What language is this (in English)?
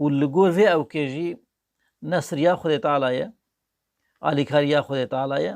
Kurdish